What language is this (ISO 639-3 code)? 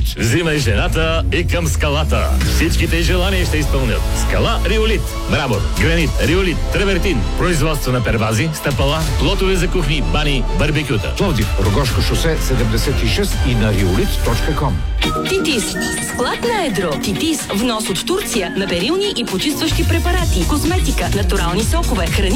bul